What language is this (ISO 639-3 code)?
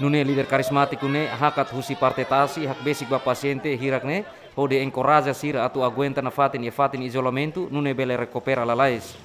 tet